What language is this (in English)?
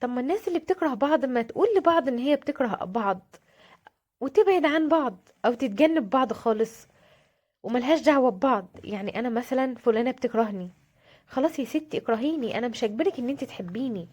Egyptian Arabic